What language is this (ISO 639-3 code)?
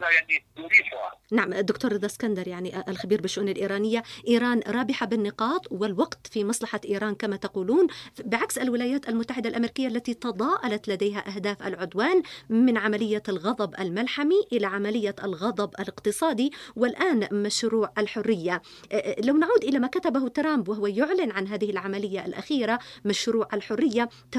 ara